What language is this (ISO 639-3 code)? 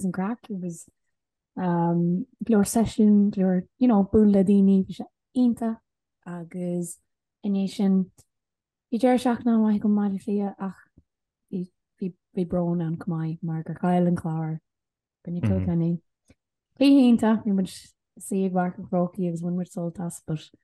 gle